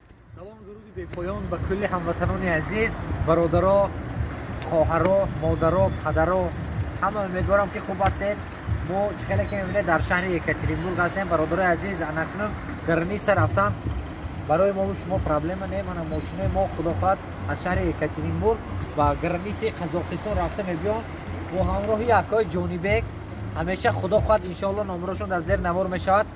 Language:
Tajik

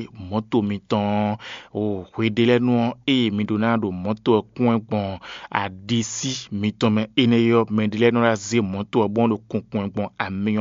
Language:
Fon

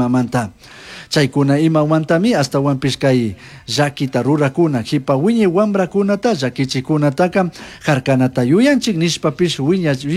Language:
Chimborazo Highland Quichua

